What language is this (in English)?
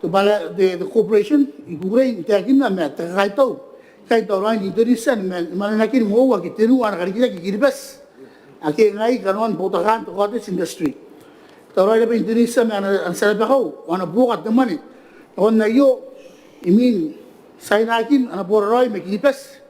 Gilbertese